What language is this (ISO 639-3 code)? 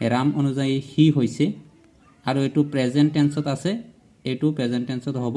asm